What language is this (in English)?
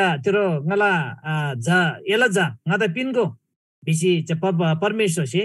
Eastern Tamang